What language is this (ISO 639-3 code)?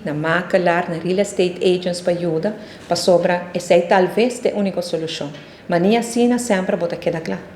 pap